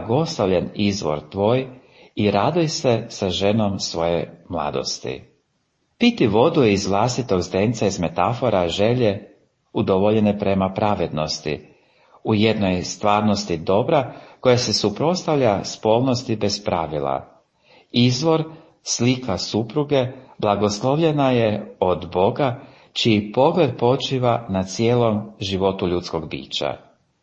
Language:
Croatian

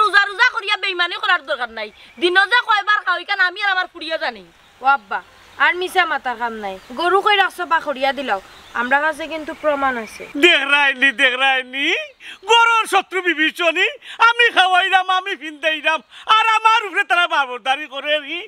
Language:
Sylheti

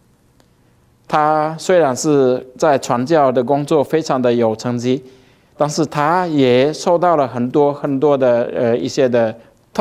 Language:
Chinese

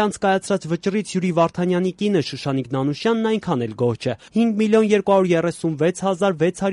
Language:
Armenian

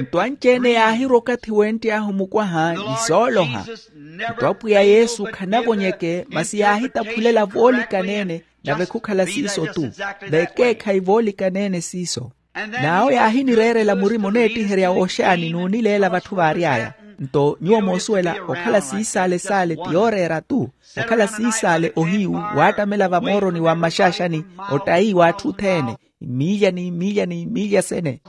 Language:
Makhuwa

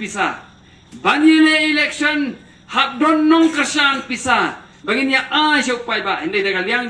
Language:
Khasi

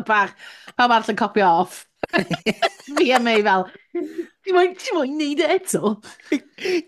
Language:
Welsh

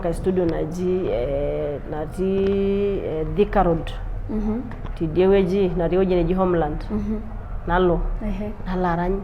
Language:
Masai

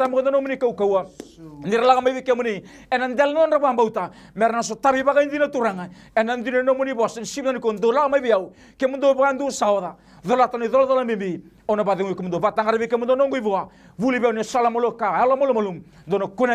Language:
Fijian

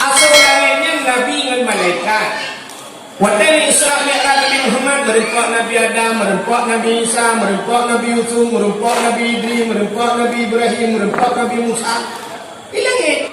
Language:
Achinese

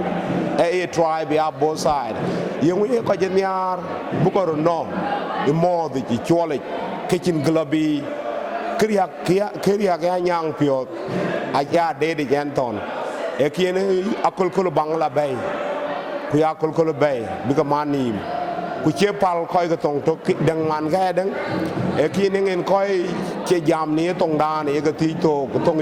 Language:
Dinka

